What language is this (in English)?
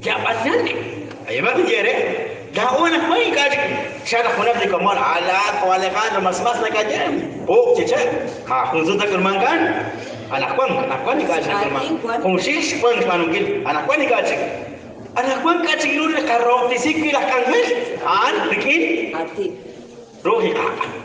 Kekchí